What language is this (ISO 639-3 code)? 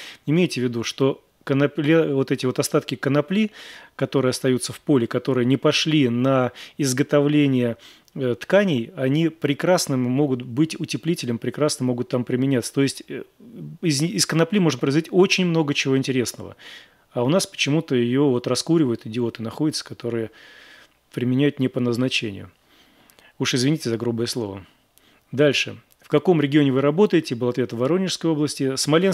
rus